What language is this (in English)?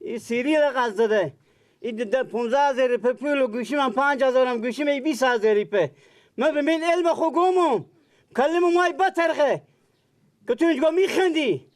Persian